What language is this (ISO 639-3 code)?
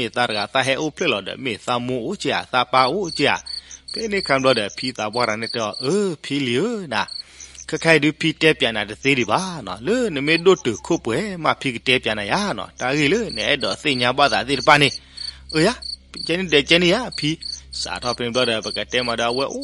ksw